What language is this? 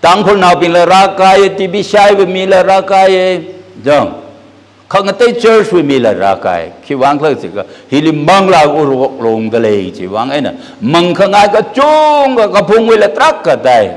Tangkhul Naga (India)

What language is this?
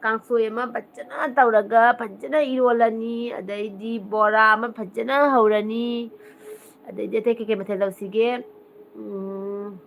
Manipuri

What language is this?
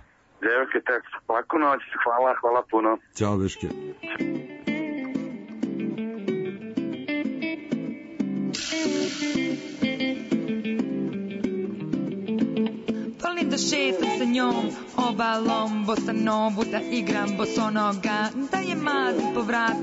Serbian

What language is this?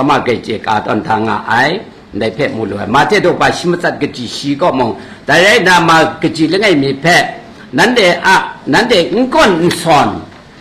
Kachin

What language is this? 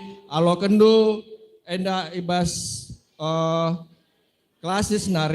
Batak Karo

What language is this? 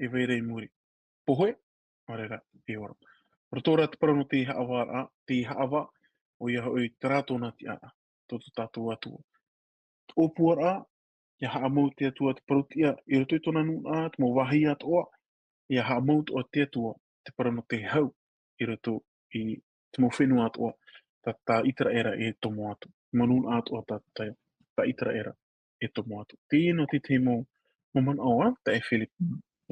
Tahitian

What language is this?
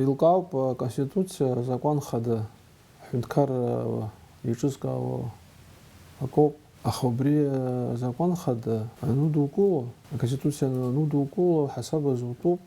Abkhazian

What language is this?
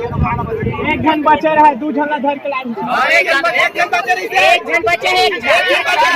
Chhattisgarhi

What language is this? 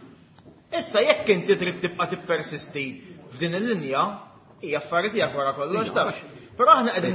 Maltese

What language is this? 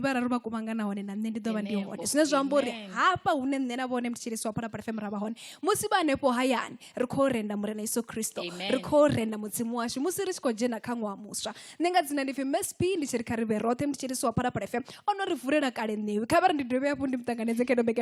Venda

